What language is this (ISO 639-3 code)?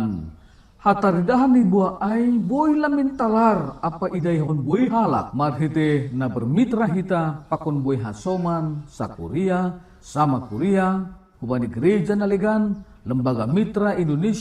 bts